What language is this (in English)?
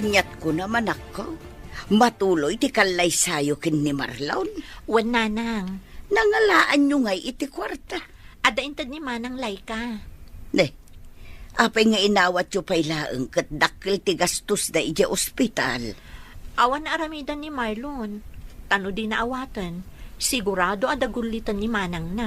Iloko